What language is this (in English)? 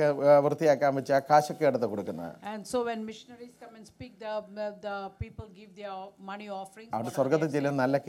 Malayalam